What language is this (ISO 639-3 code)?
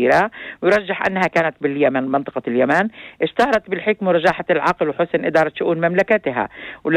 apc